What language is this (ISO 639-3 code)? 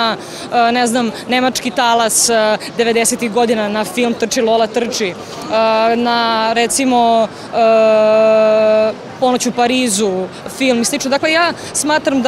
srp